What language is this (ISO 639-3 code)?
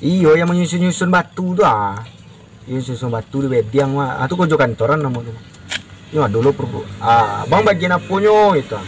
min